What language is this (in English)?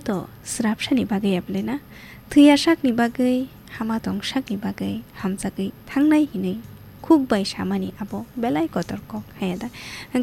Kok Borok